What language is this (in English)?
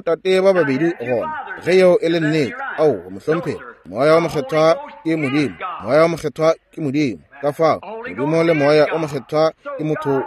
Northern Sotho